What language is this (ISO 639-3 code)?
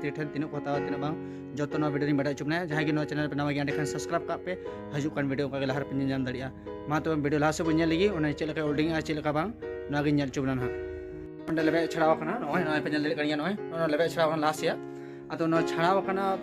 sat